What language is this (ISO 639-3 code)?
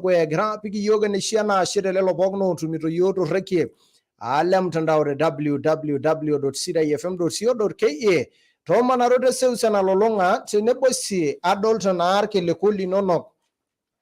mas